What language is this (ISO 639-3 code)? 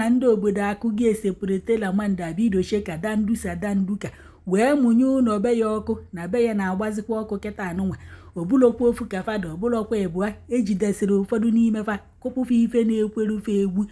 ibo